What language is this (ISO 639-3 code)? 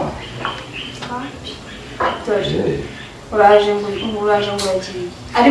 kin